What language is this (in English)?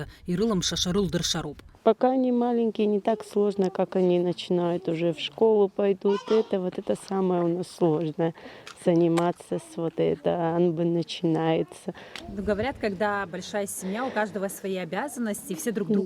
Abkhazian